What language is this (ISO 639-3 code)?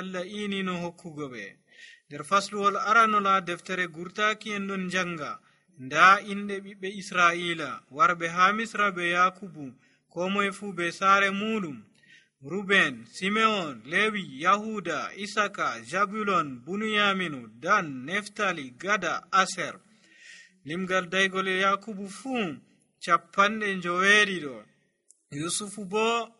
fuv